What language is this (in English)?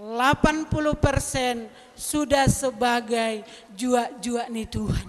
Batak Simalungun